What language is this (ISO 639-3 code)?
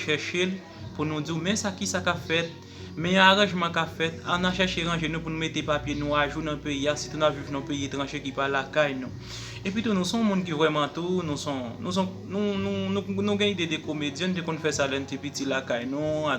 hat